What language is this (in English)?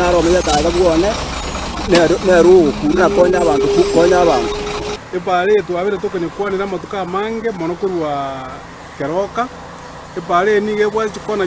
Gusii